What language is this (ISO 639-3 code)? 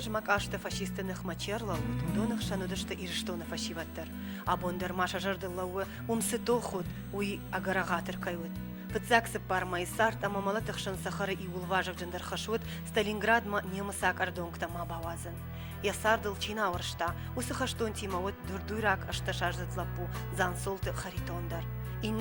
oss